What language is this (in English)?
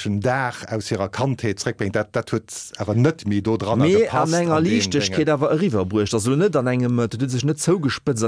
Luxembourgish